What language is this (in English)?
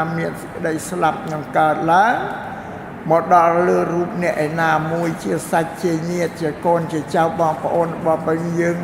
Khmer